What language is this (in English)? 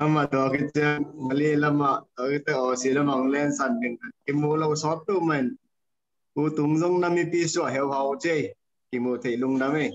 Tedim Chin